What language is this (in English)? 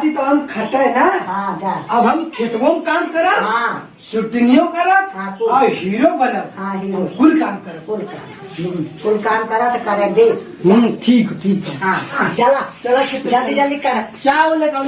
Awadhi